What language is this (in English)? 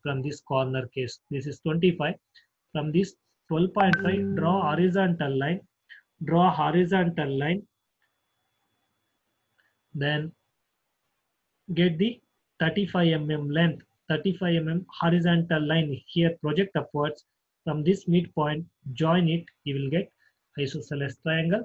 English